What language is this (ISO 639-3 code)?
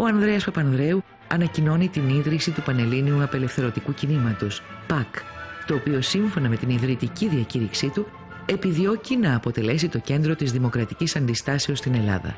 ell